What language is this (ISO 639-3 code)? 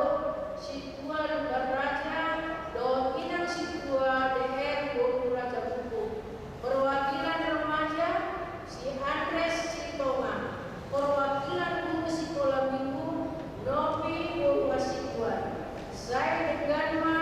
bbc